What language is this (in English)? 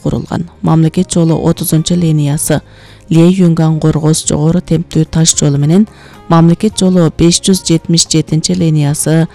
Kyrgyz